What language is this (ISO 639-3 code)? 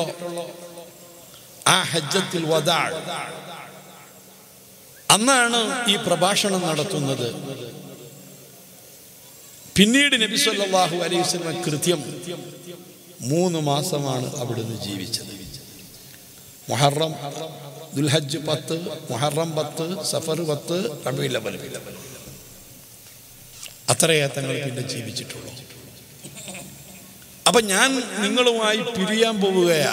mal